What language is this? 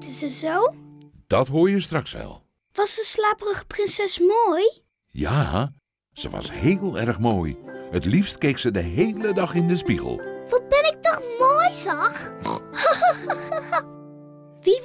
Dutch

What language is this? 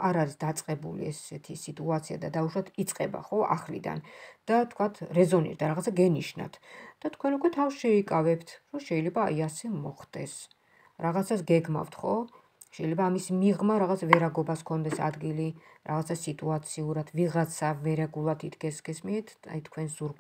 Georgian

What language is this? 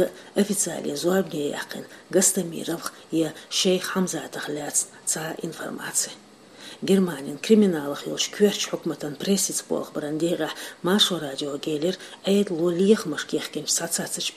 Chechen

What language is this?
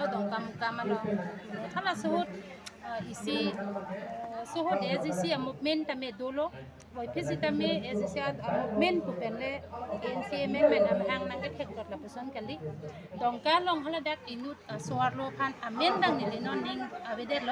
Karbi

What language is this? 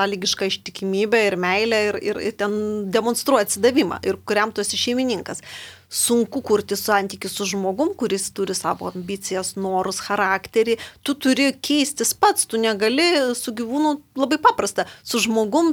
Lithuanian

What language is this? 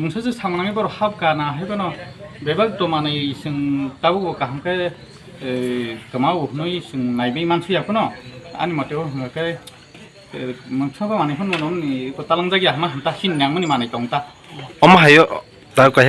Kok Borok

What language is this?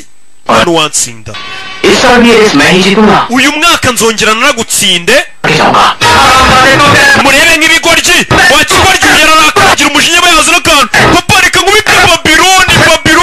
Kinyarwanda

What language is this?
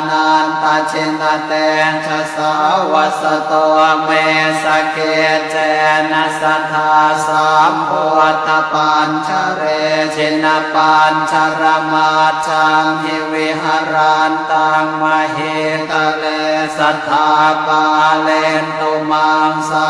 Pali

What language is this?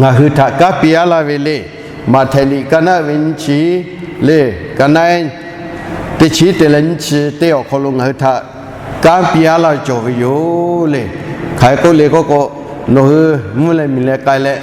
Lahu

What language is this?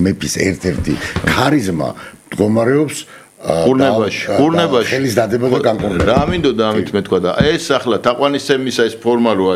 Georgian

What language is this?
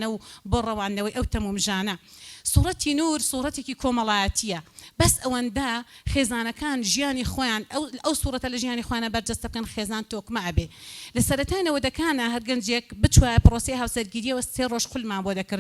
Central Kurdish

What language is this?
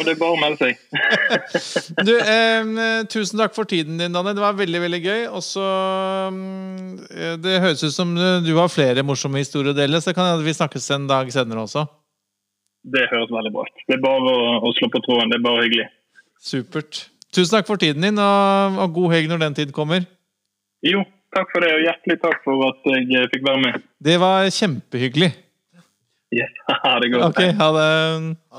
Norwegian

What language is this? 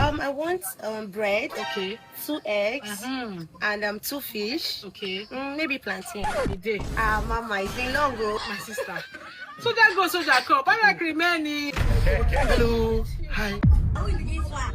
Nigerian Pidgin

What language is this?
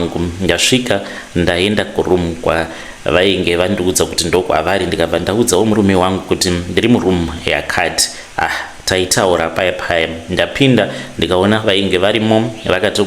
Shona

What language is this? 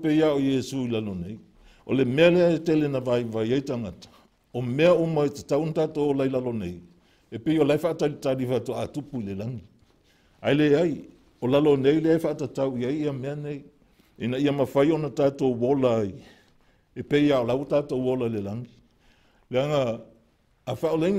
Samoan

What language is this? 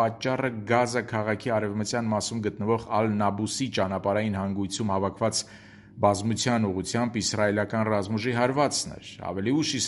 Armenian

